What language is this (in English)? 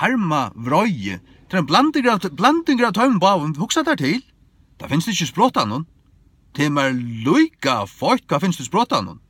Faroese